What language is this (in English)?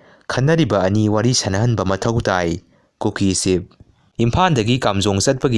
Manipuri